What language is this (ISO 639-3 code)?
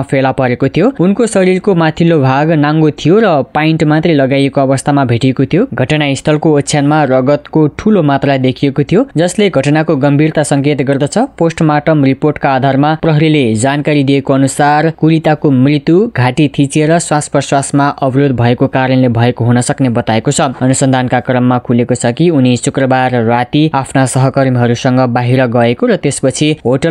nep